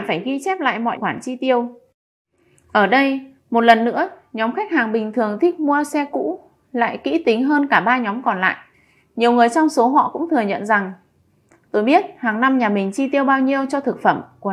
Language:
Vietnamese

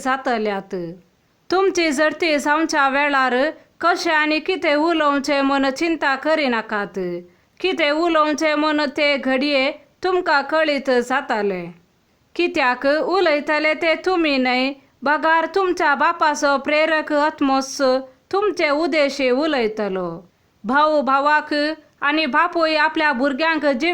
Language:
Konkani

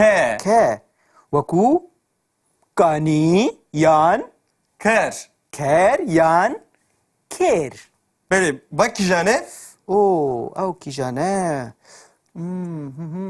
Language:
Kurdish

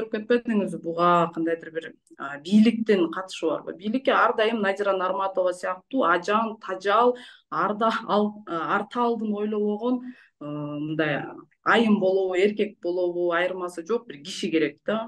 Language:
Kyrgyz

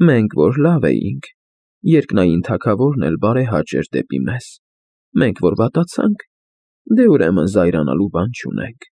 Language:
Armenian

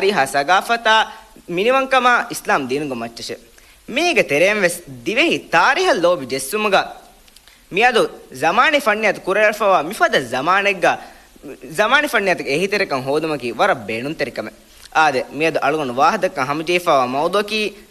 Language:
Divehi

